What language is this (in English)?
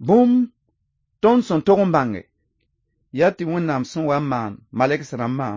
Mossi